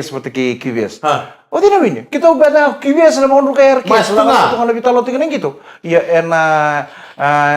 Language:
Fijian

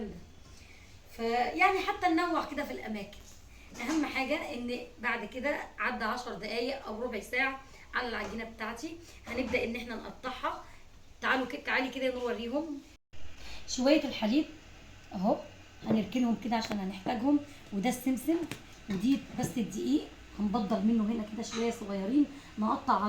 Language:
Egyptian Arabic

